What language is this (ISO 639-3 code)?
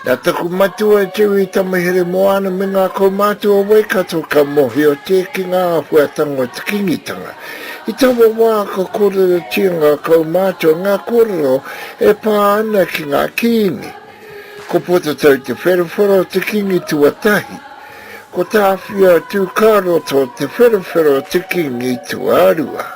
mri